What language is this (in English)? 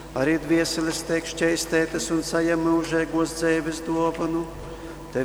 Latgalian